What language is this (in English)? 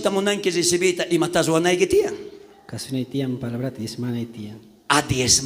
South Bolivian Quechua